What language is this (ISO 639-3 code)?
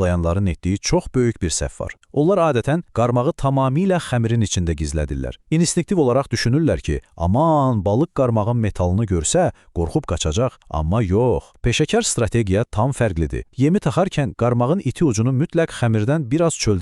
aze